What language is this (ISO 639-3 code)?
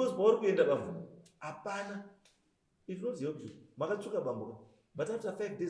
sna